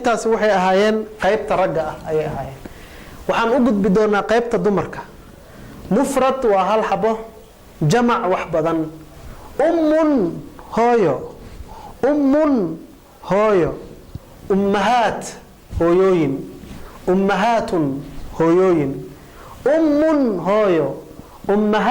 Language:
Somali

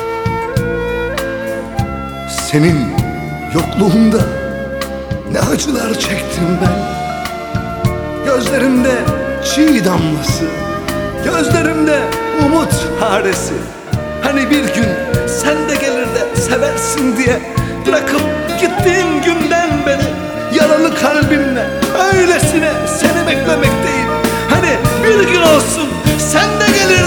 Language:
Turkish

